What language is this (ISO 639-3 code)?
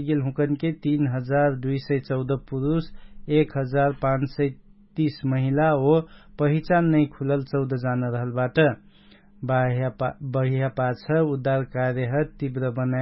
thl